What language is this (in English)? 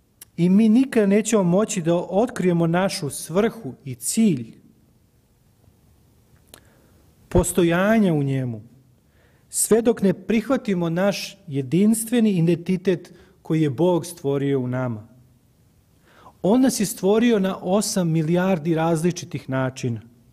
Serbian